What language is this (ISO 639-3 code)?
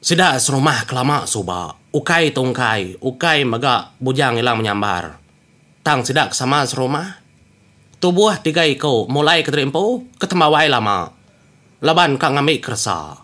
iba